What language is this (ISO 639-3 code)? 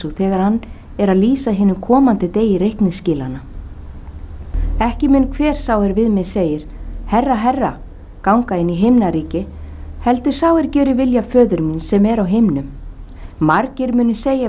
isl